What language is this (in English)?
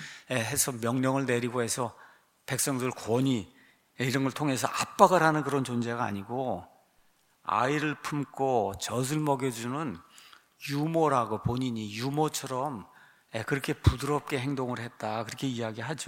Korean